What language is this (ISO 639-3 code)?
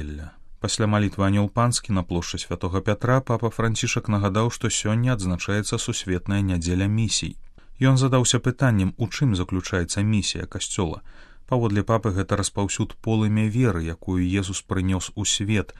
bel